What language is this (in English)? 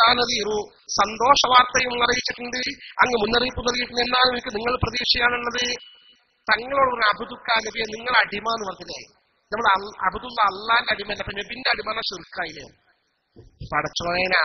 Malayalam